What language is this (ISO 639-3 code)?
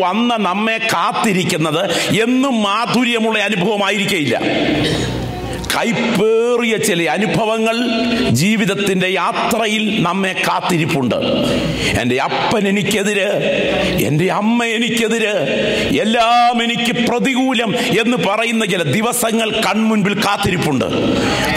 mal